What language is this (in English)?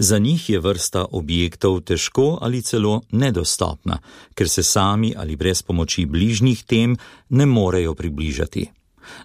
Slovenian